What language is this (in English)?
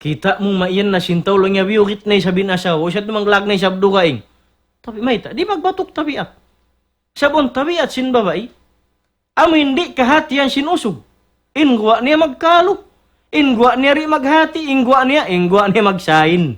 Tausug